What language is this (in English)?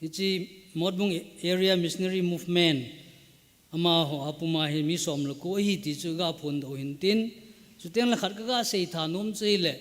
Thado Chin